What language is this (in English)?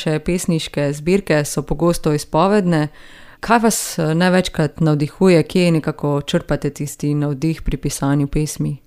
Slovenian